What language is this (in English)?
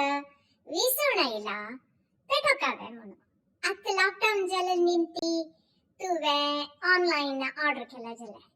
Konkani